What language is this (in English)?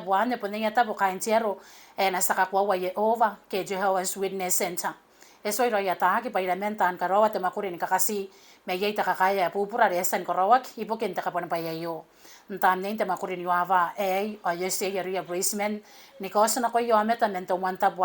Gilbertese